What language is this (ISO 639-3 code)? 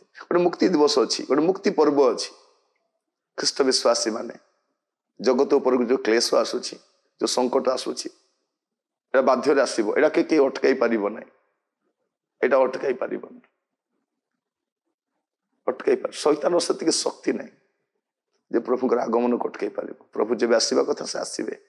ori